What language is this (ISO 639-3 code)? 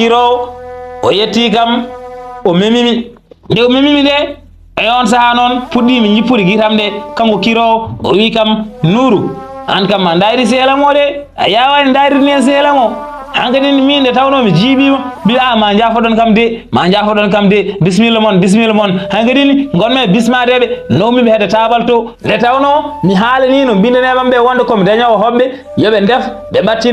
ful